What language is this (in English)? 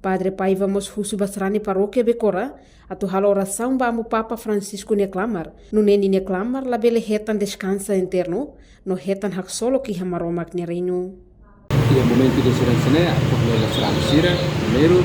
Tetum